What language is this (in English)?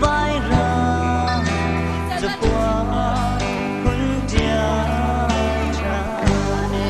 Hakha Chin